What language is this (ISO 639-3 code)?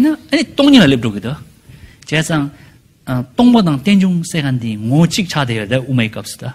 bod